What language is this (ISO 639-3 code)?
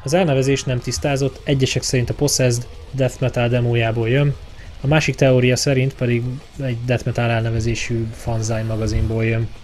hun